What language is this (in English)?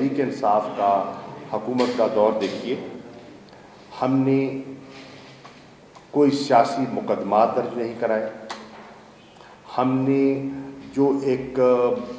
Urdu